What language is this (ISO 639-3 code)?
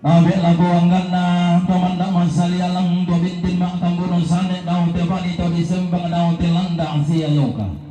sda